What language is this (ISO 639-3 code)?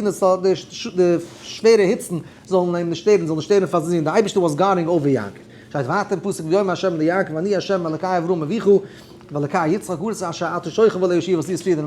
yid